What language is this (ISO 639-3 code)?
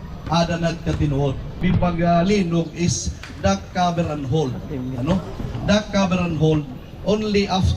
war